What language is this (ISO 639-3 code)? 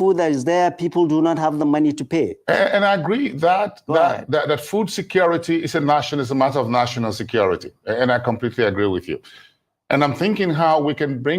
pcm